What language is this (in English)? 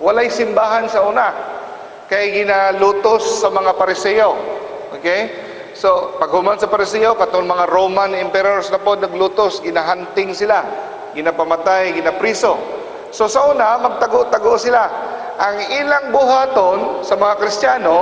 Cebuano